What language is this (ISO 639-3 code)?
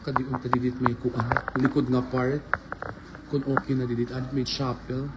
war